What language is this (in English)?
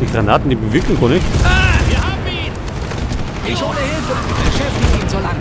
Bavarian